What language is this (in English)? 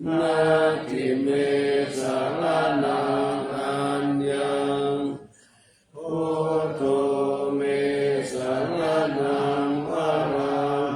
Pali